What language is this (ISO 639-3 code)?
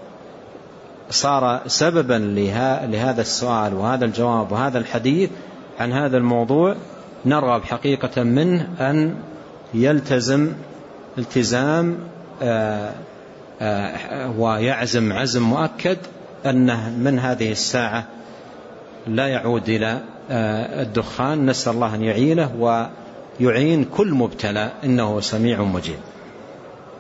ara